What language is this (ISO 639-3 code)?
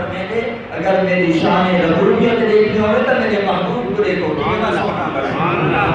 skr